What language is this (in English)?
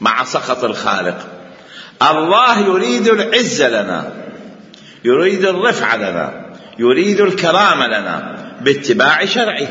Mesopotamian Arabic